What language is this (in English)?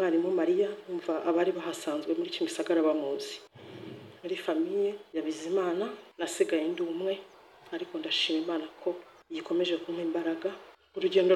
Kinyarwanda